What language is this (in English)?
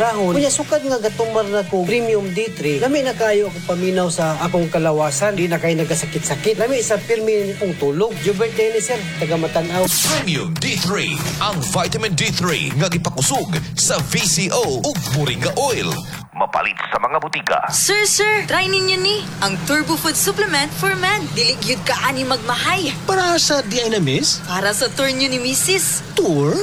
Cebuano